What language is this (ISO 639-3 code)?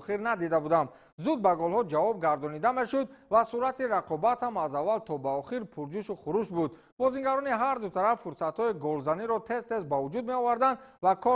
tgk